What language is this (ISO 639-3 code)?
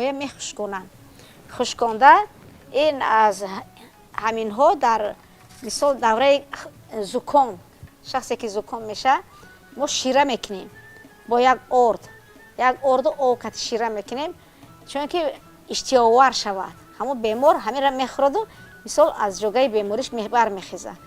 tgk